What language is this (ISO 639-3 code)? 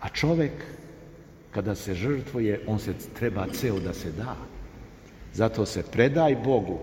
srp